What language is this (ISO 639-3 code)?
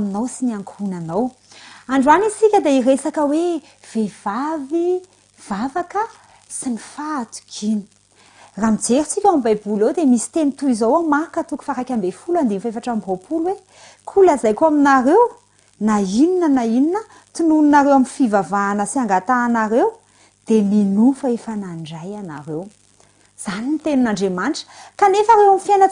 mlg